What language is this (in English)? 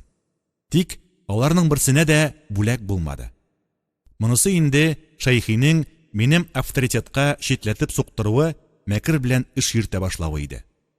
Tatar